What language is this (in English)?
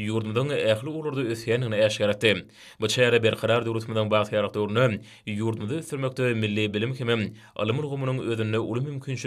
Turkmen